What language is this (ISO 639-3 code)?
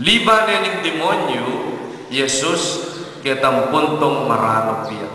pam